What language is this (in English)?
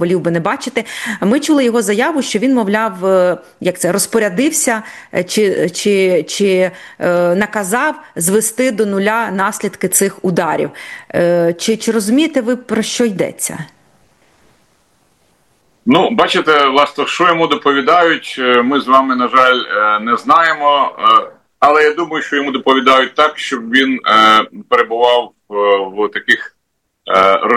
Ukrainian